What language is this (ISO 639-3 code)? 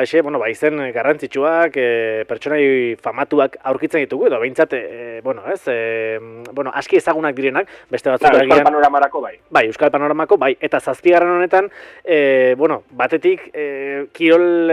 eus